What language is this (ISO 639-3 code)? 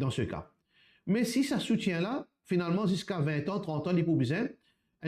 mfe